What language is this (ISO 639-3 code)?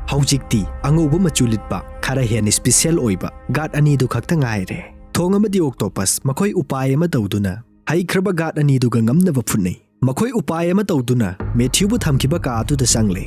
mni